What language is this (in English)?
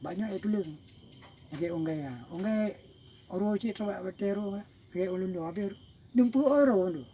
Achinese